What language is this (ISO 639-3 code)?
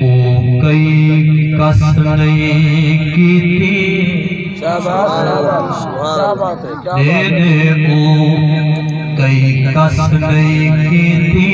skr